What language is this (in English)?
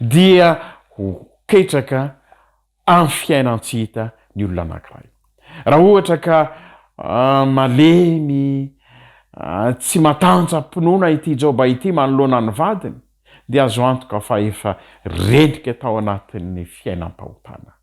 Malagasy